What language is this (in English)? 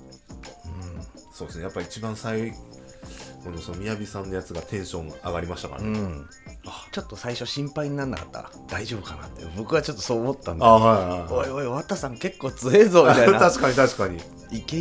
Japanese